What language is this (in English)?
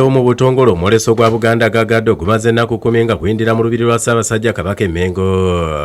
Ganda